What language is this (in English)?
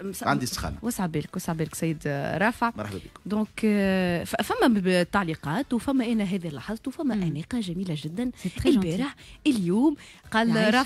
Tunisian Arabic